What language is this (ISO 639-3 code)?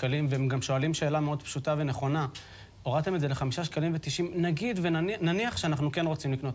heb